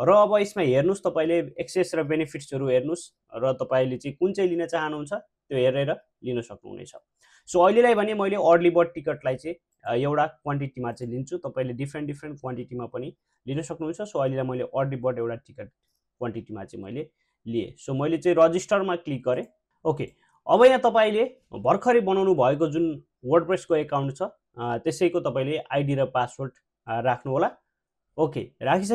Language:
Nepali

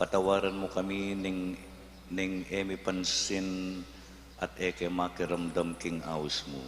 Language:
Pampanga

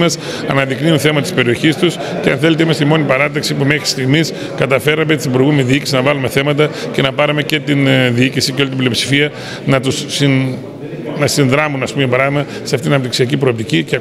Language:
Greek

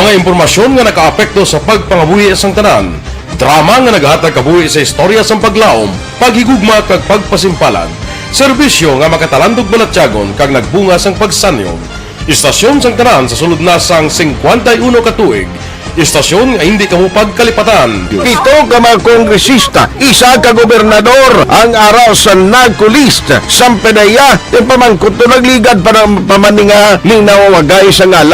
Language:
Hiligaynon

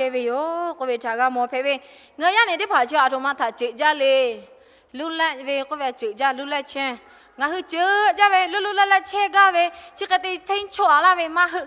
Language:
Lahu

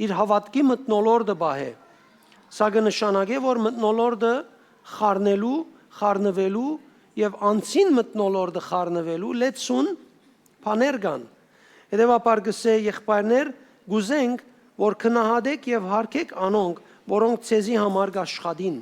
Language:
Western Armenian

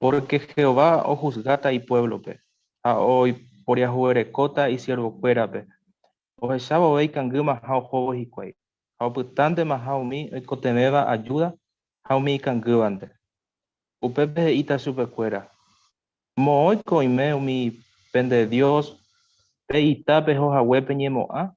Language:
Guarani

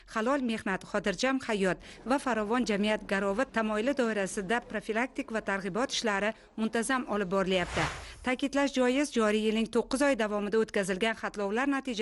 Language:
Uzbek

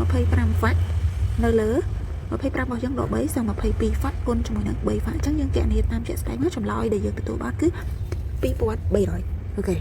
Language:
Khmer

